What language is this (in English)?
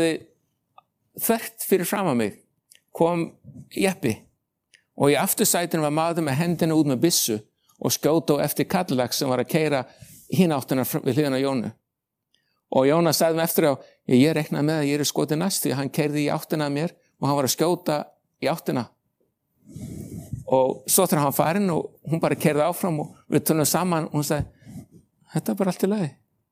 Icelandic